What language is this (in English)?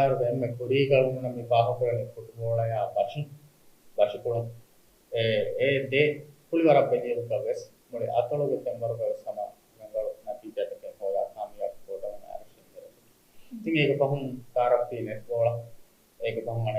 Divehi